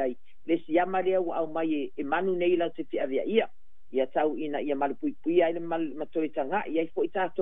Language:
Samoan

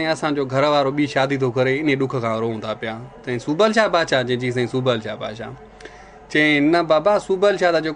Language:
Sindhi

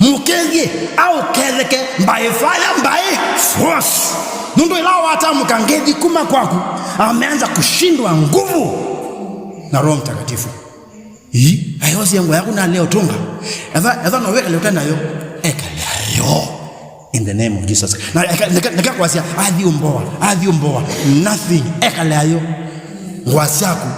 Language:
Kamba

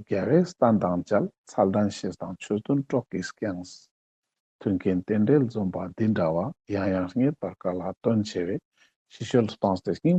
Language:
Ladakhi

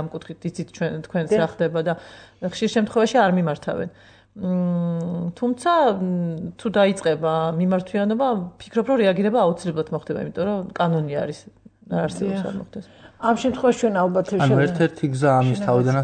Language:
Georgian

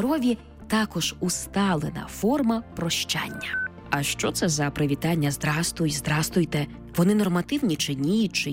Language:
Ukrainian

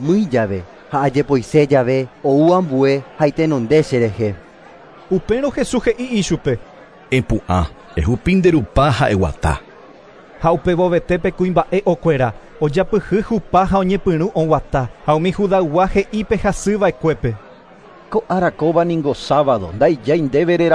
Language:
Guarani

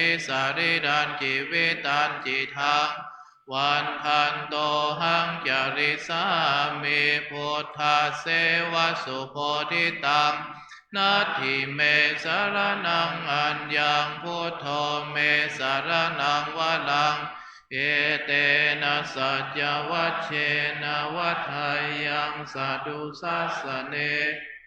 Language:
Pali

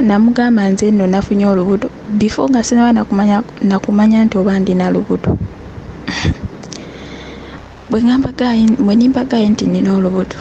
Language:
Ganda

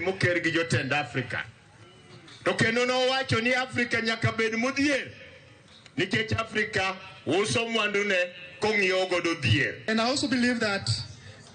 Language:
Luo (Kenya and Tanzania)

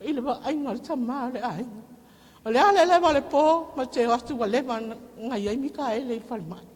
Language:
Samoan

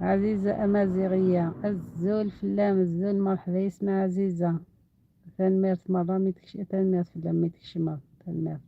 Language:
Algerian Arabic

